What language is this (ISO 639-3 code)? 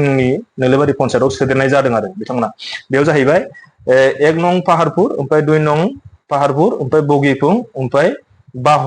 brx